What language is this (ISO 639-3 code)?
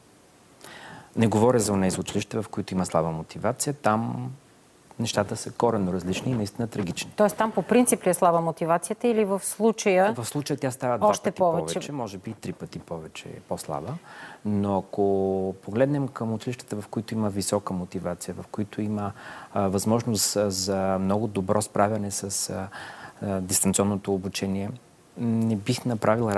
bul